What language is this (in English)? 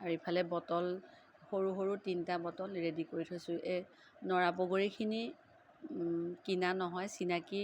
Assamese